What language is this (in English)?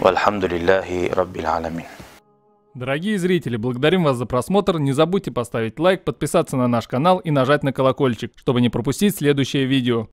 Kumyk